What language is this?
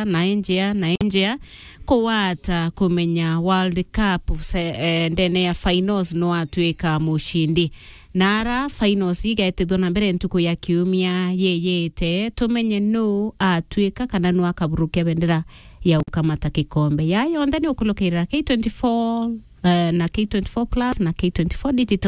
Meru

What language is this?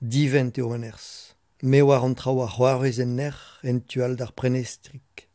Breton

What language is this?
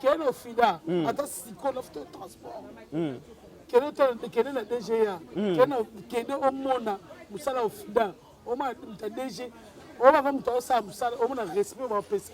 Lingala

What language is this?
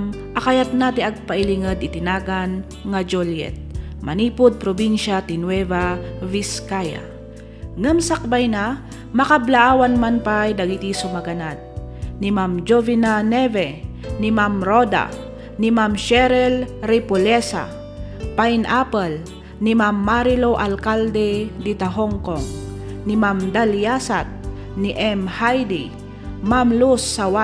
Iloko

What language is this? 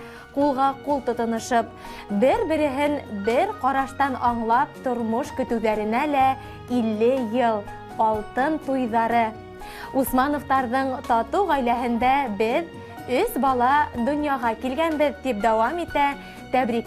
Bashkir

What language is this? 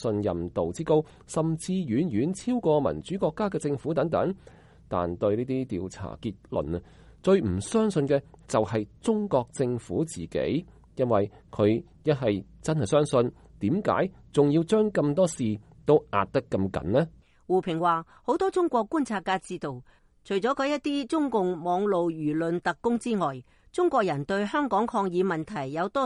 Cantonese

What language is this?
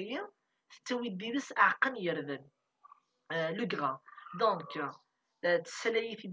Kabyle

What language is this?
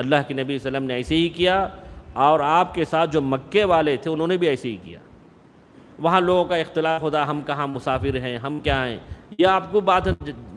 Urdu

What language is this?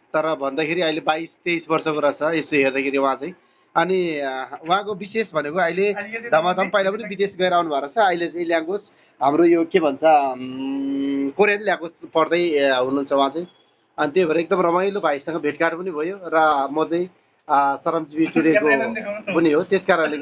Nepali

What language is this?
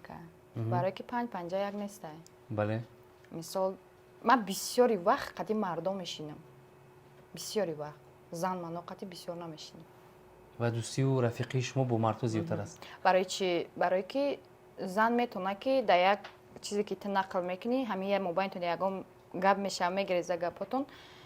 Tajik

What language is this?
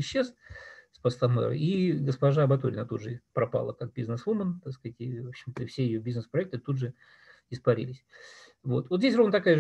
Russian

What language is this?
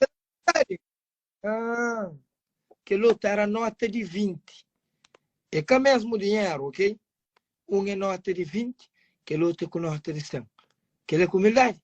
Kabuverdianu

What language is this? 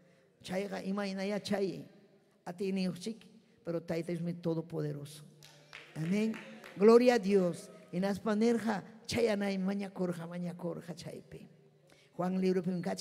Ayacucho Quechua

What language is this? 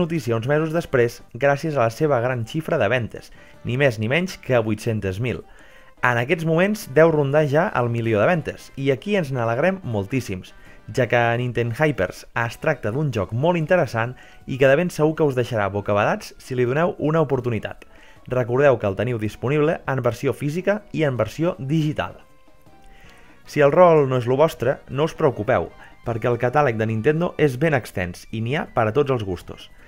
Catalan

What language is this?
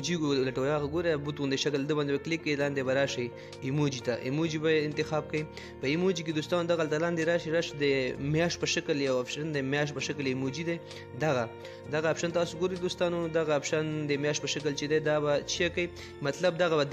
Pashto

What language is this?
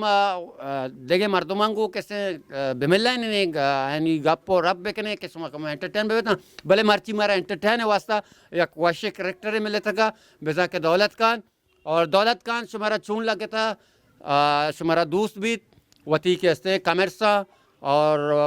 Baluchi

